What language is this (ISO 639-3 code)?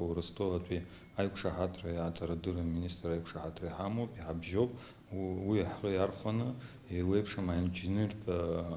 abk